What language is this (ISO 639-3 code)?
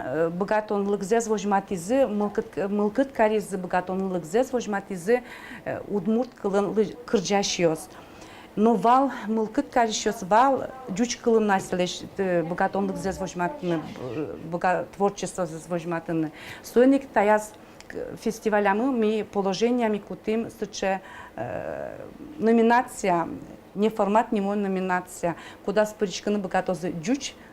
udm